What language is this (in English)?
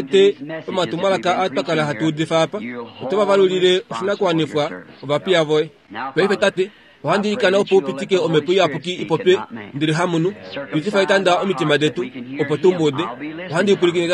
Kuanyama